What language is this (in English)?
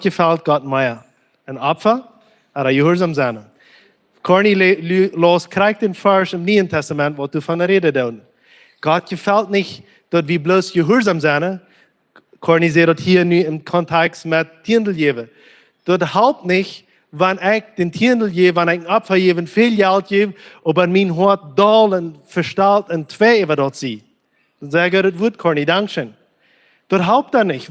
Plautdietsch